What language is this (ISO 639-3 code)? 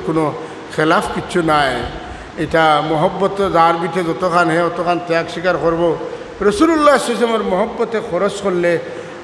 syl